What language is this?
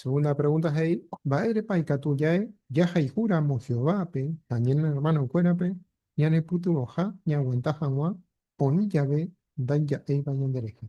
Guarani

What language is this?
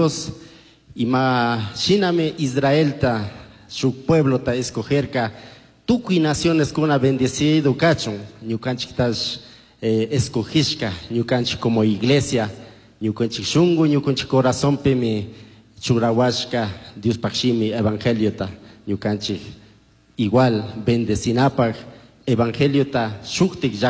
Chimborazo Highland Quichua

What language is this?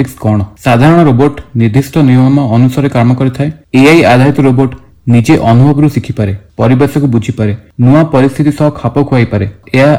Odia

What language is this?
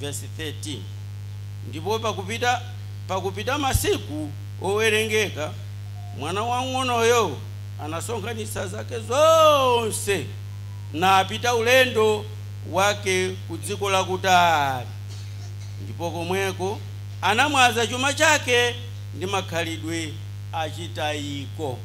Nyanja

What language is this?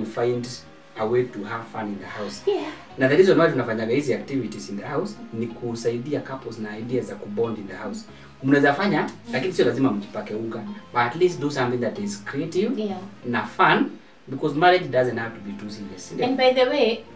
Swahili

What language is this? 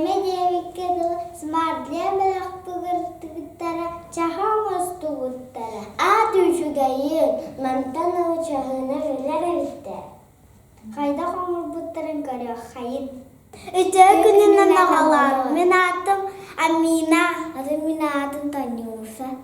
Yakut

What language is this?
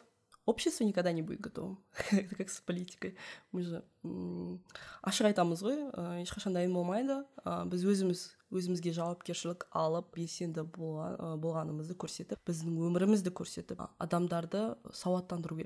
Kazakh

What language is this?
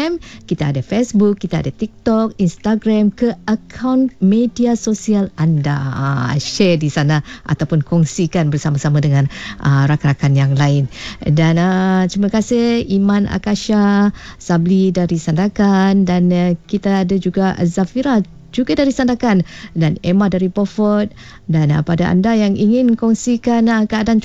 Malay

